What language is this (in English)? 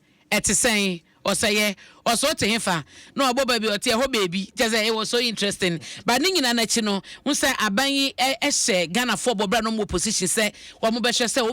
Akan